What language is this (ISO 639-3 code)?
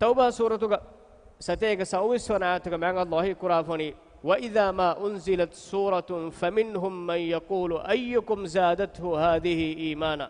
div